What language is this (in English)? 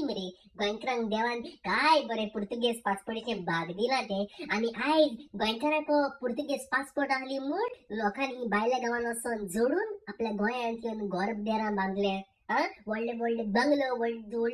Konkani